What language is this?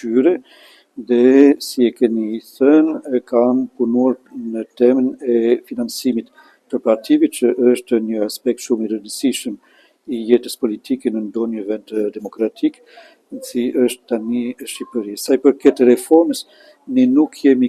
Albanian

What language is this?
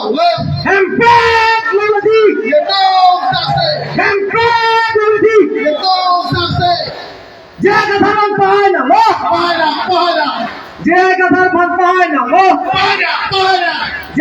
Karbi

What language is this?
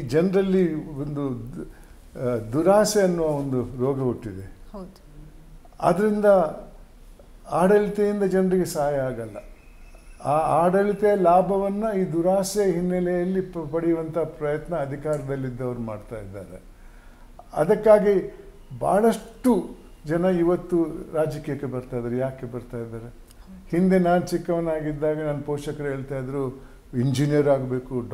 Kannada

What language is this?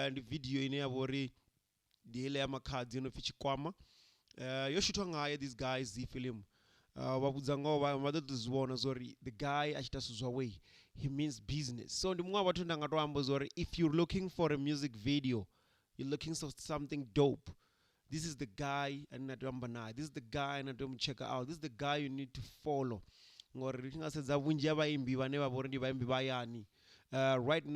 Venda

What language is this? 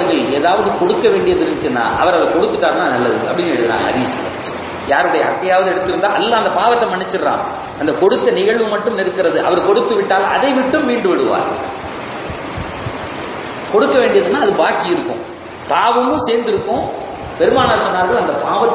Tamil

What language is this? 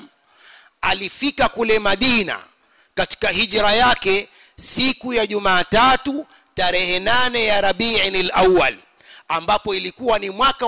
Swahili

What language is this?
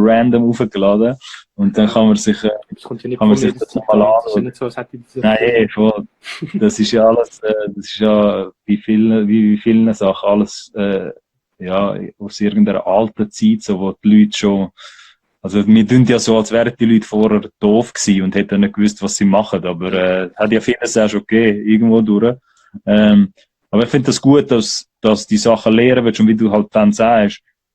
Swiss German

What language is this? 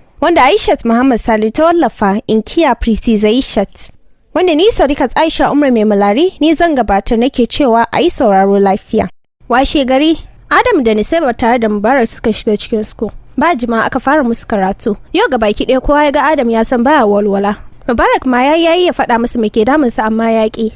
Hausa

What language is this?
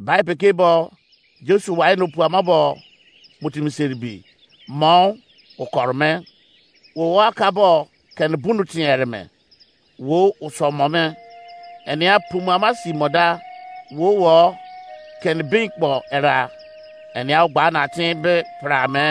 Izon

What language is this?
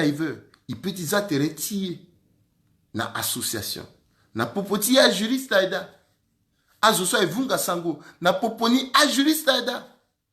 Sango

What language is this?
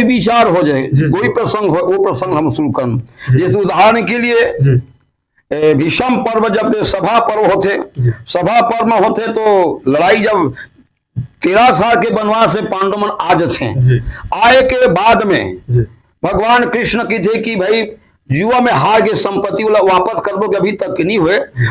Chhattisgarhi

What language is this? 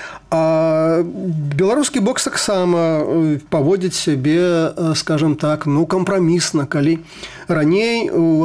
Belarusian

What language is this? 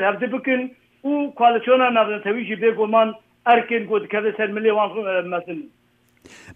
Kurdish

